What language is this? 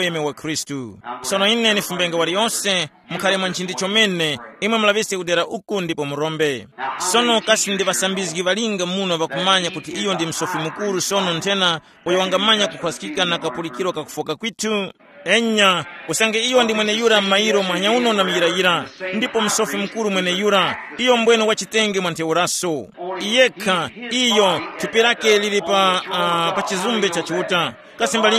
Tumbuka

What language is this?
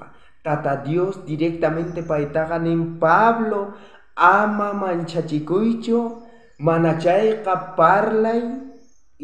South Bolivian Quechua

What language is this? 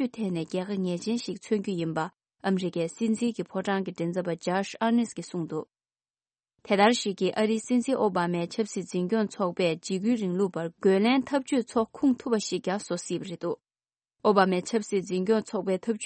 Tibetan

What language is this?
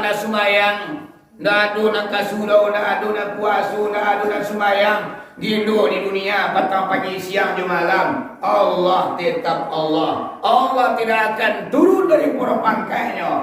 Minangkabau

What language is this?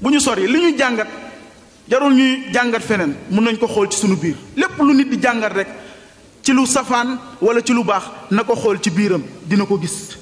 Wolof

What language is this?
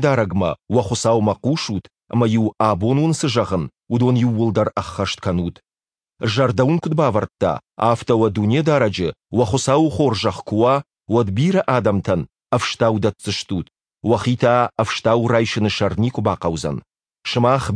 Ossetic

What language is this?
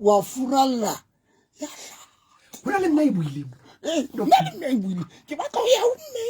Southern Sotho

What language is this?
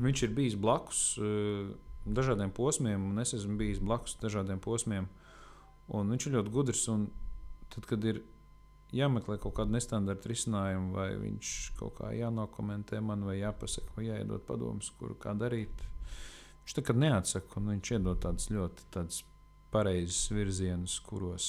Latvian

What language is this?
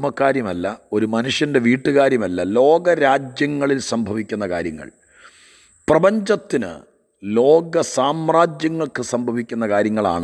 Malayalam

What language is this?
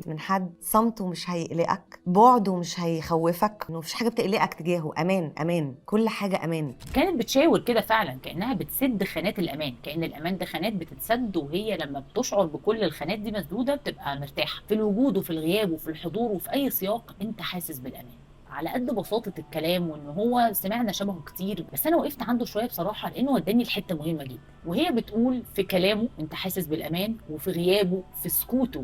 Egyptian Arabic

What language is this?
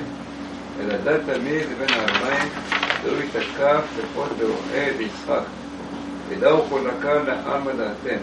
Hebrew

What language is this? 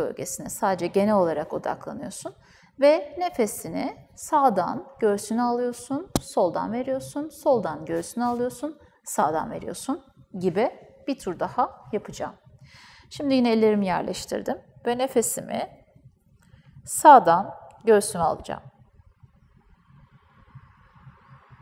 Turkish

